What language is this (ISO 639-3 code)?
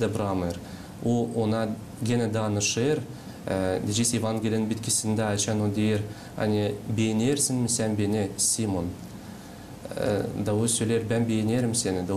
gag